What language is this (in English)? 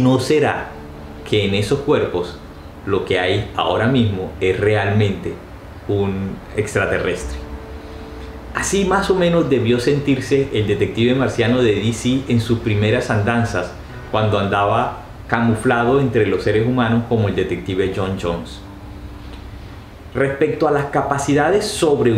Spanish